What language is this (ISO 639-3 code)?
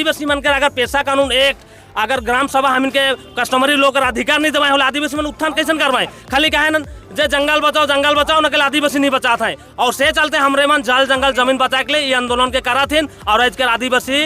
sck